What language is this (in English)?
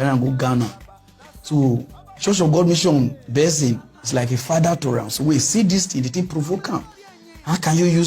Nigerian Pidgin